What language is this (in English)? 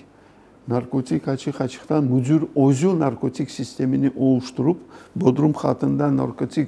Crimean Tatar